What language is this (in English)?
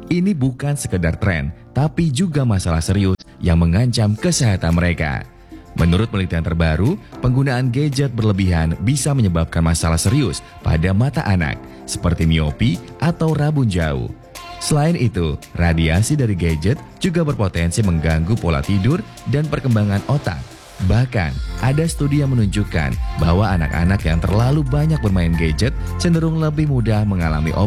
Indonesian